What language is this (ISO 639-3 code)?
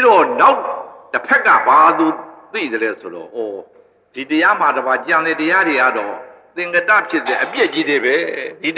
mya